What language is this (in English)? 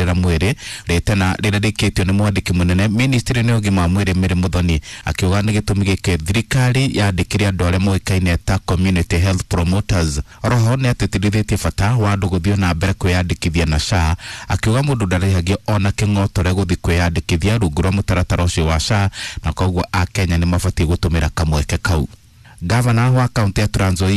Kikuyu